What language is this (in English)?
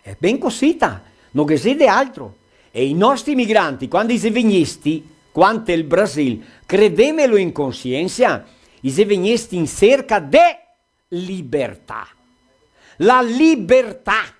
Venetian